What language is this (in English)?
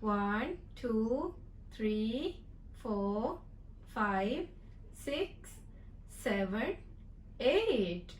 Divehi